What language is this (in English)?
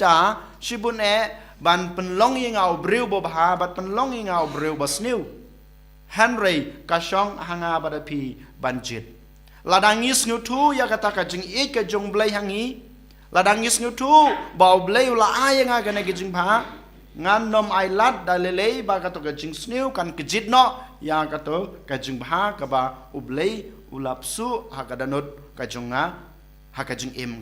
Khasi